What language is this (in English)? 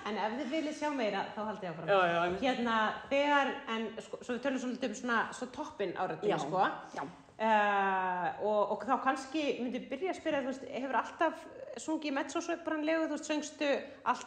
Icelandic